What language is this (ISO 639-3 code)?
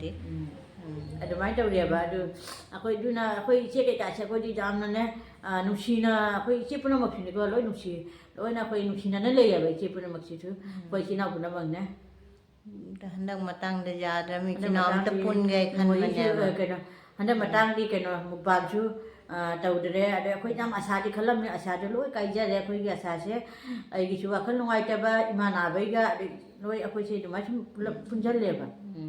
mni